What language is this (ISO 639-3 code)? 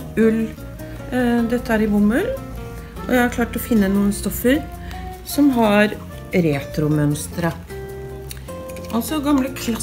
nor